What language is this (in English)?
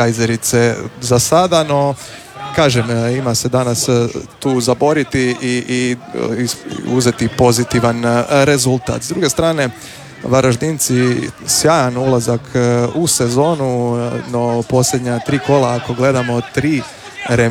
Croatian